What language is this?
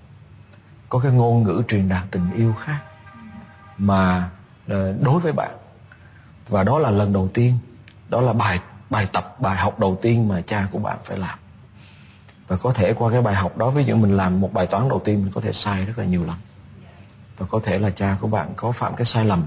Vietnamese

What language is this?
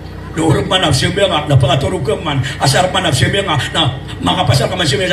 Maranao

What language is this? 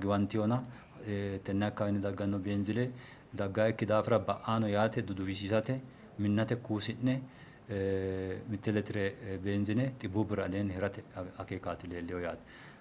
Sidamo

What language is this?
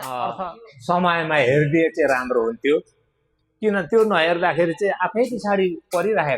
Nepali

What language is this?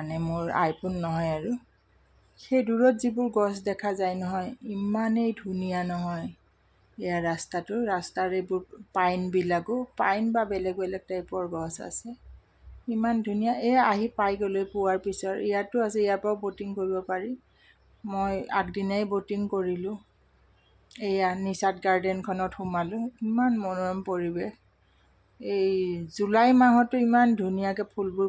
Assamese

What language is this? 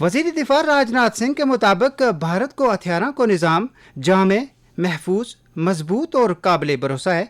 Gujari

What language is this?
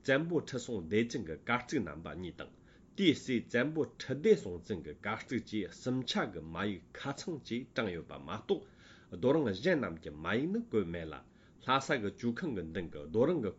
Tibetan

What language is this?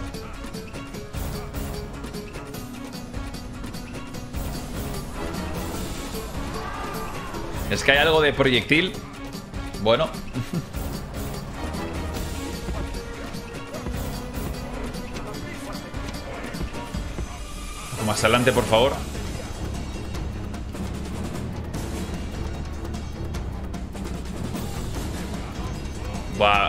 Spanish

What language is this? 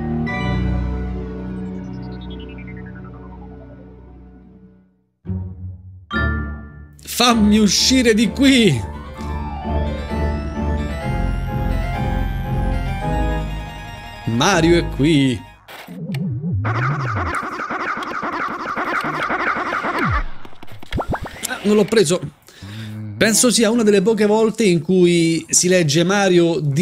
Italian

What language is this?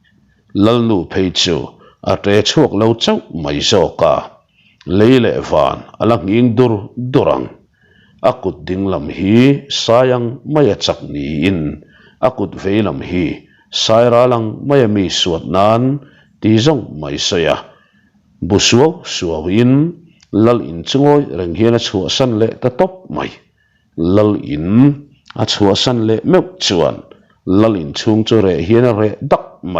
Mizo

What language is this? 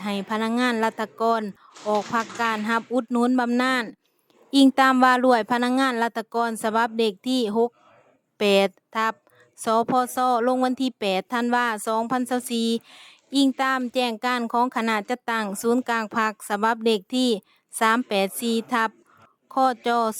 Lao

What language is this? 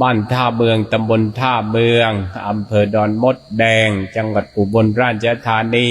Northeastern Thai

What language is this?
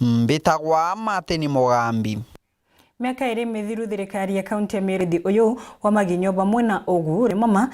Meru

